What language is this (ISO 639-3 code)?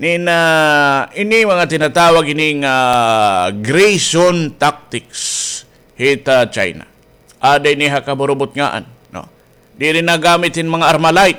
war